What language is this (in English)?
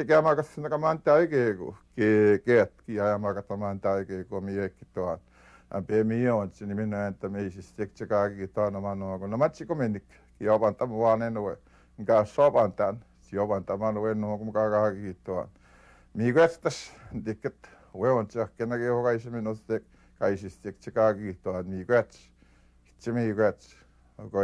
Western Ojibwa